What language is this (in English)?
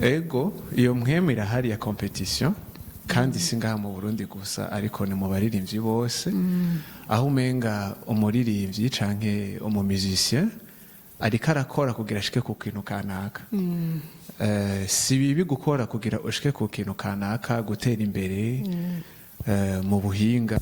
Rundi